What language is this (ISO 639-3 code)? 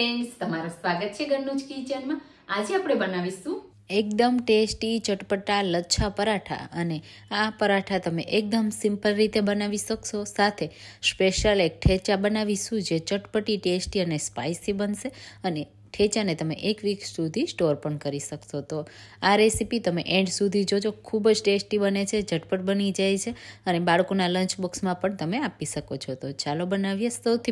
guj